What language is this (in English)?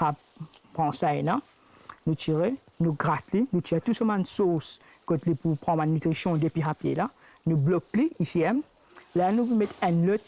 Morisyen